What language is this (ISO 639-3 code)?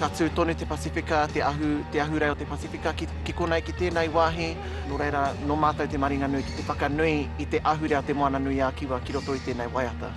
mri